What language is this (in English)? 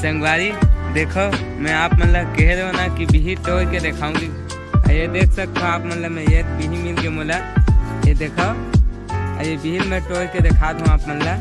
Chhattisgarhi